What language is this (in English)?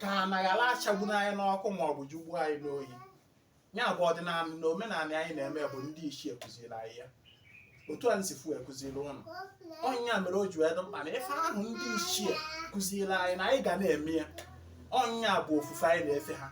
Igbo